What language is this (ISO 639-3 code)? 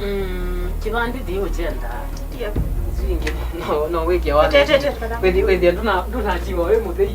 kam